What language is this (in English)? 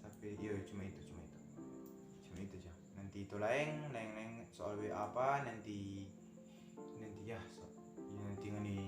Manado Malay